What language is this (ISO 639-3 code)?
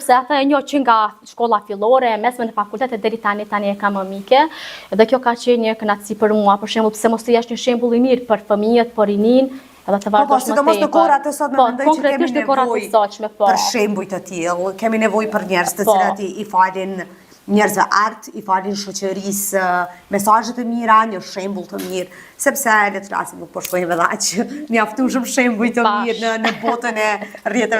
sqi